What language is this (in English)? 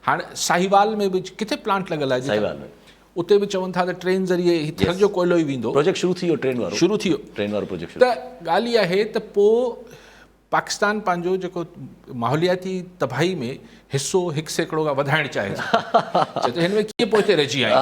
Sindhi